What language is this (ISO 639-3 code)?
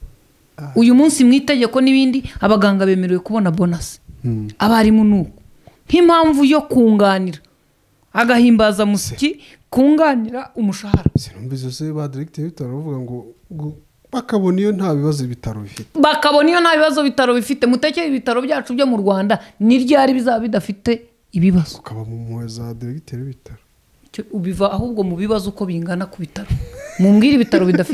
kin